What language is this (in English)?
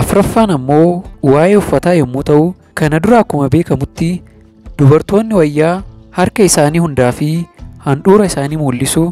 Oromo